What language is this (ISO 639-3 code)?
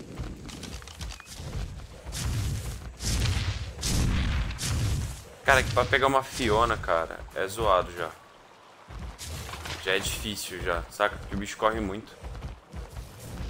por